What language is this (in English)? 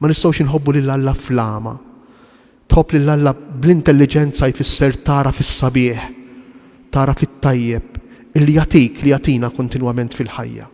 Maltese